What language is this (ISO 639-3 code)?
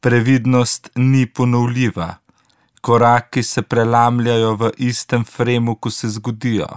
slv